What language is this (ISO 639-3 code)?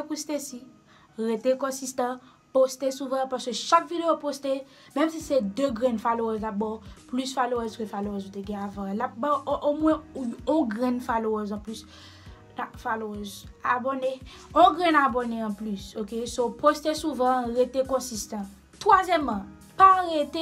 hat